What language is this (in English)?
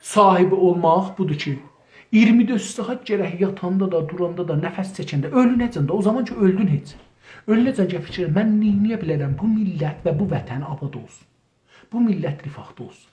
South Azerbaijani